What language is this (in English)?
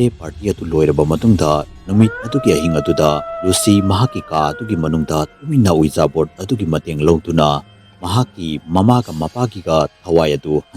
Manipuri